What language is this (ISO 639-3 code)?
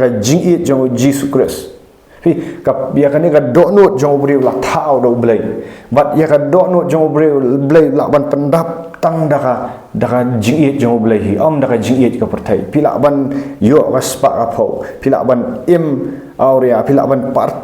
kha